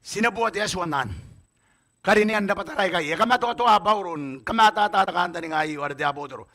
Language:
Gilbertese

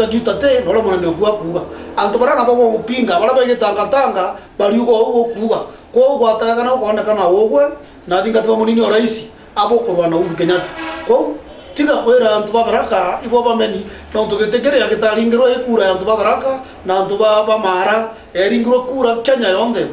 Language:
Meru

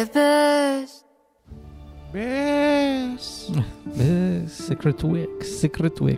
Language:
Basque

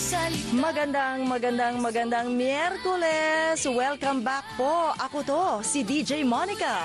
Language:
Filipino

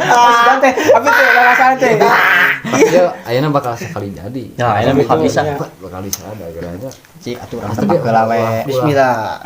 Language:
Sundanese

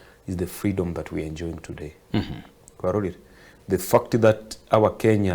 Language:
Gusii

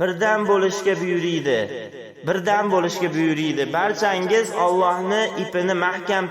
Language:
Uzbek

